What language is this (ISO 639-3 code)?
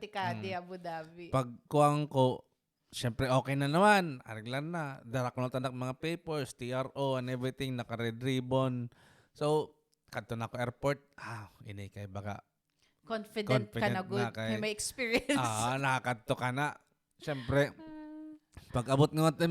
war